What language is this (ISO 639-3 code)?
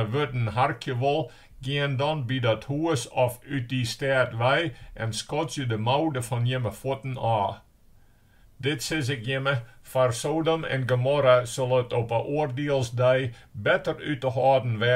fry